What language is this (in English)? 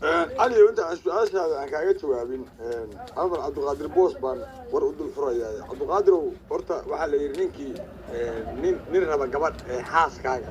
Somali